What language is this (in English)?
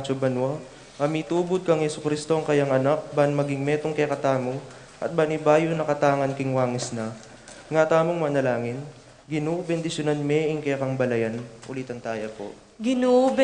Pampanga